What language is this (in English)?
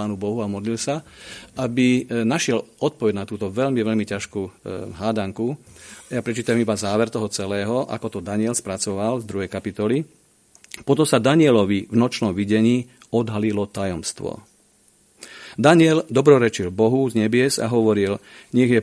Slovak